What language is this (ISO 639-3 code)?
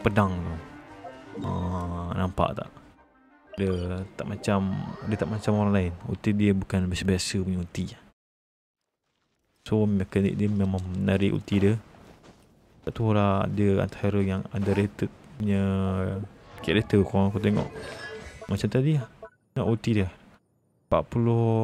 msa